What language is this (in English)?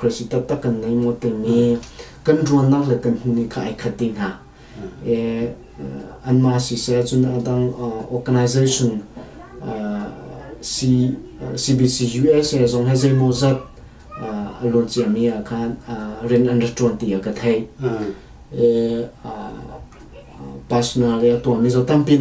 Hakha Chin